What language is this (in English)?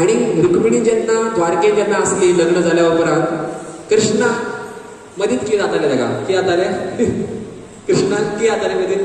Konkani